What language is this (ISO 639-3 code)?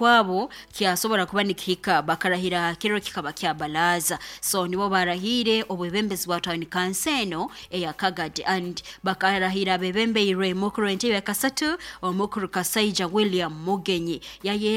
nyo